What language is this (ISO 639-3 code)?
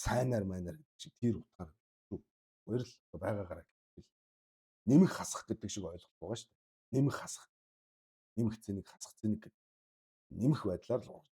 mon